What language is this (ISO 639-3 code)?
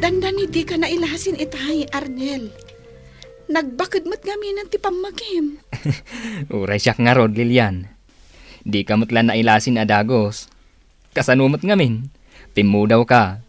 ilo